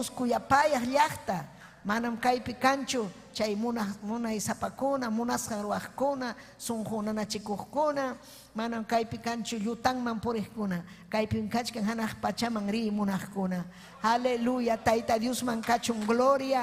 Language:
Ayacucho Quechua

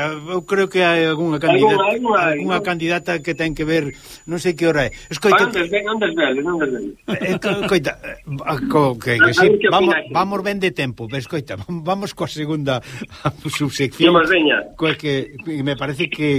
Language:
Galician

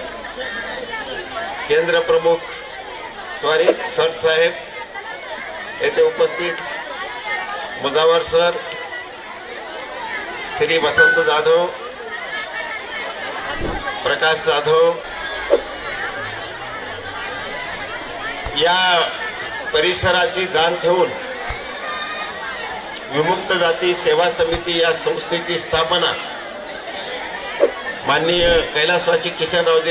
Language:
Marathi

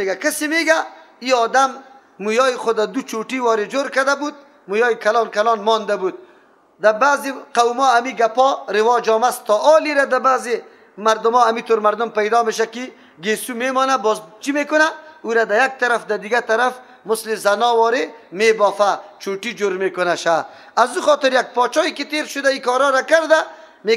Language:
Persian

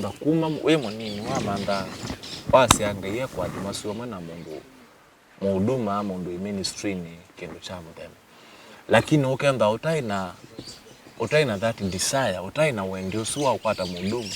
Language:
Kamba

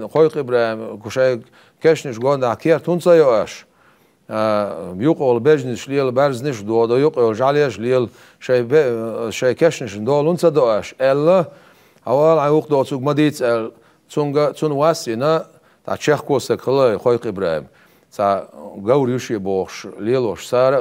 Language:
Chechen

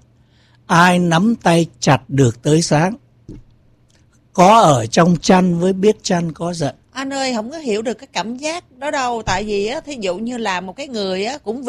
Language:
Vietnamese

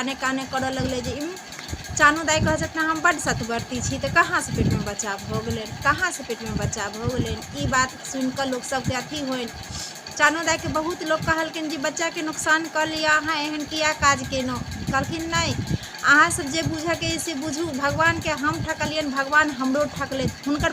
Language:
Maithili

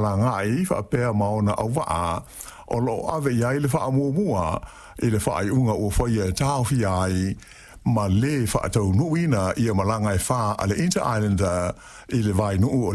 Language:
Samoan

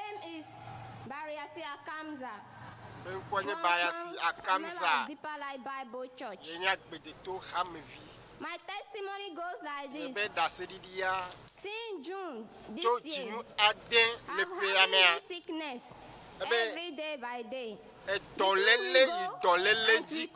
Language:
Ewe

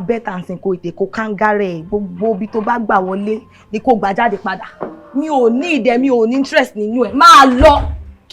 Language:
Yoruba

